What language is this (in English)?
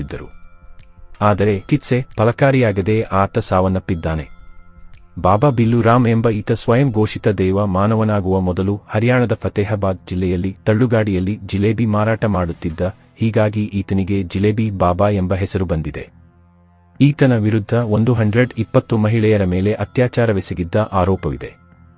Kannada